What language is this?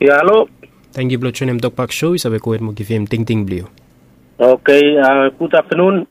Bislama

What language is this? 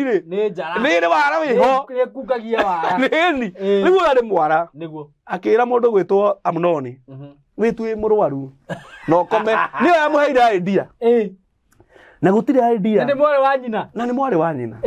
Kikuyu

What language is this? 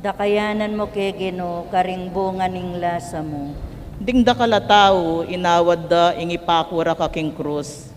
Pampanga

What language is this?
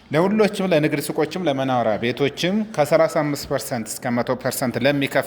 Amharic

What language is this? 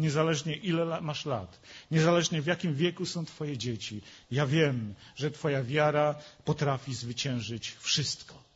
Polish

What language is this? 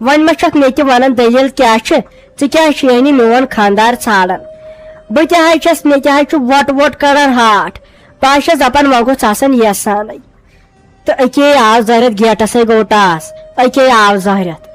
Kashmiri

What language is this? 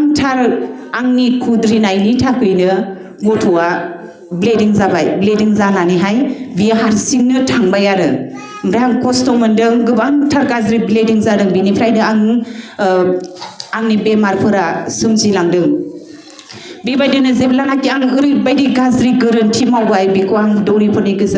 Bodo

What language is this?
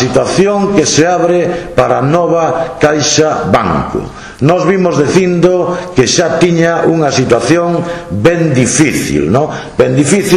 Galician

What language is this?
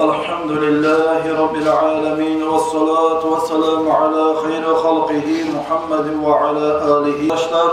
Kumyk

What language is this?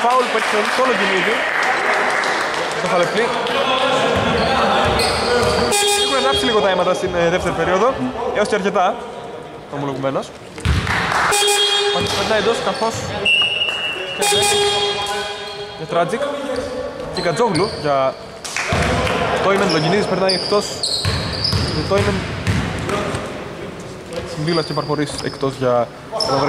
Greek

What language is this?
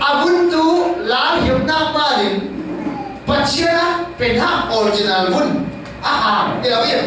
Falam Chin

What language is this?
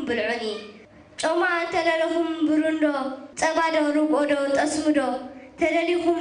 Tigrinya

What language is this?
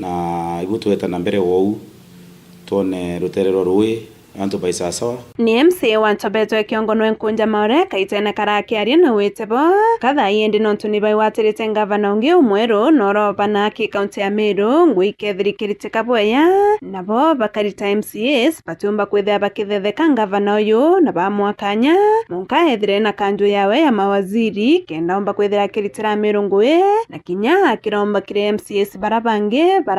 Meru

